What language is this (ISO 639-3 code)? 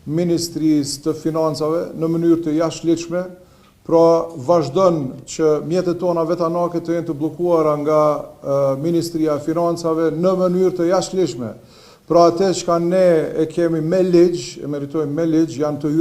sqi